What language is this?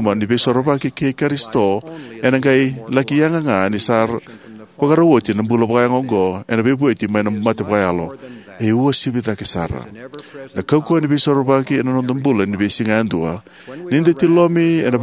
Fijian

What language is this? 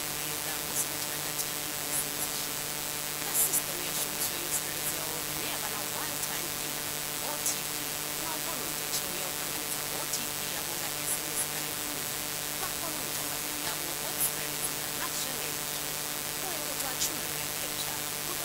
Venda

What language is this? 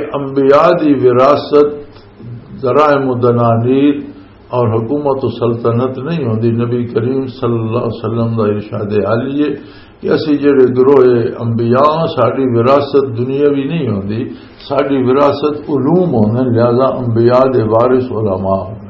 Western Panjabi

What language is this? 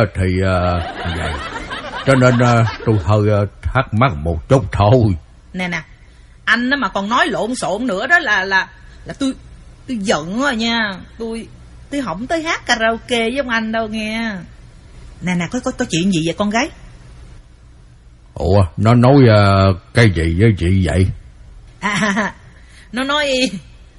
Vietnamese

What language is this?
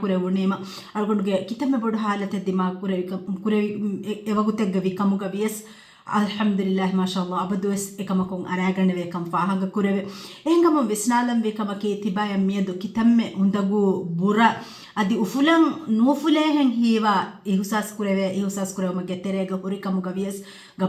Divehi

